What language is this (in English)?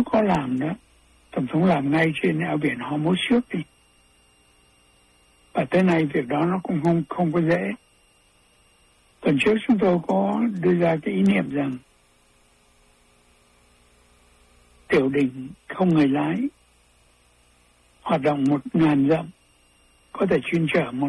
Vietnamese